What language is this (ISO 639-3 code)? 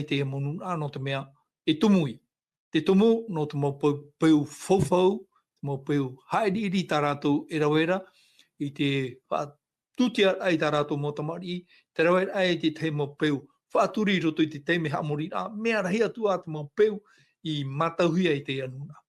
tah